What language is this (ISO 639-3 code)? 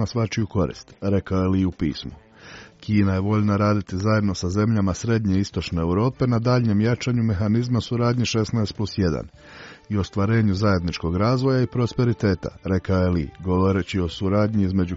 hrv